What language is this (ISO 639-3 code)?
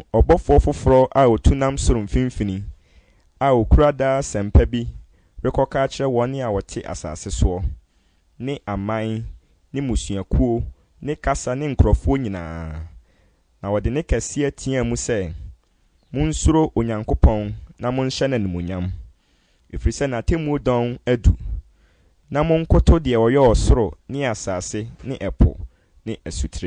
aka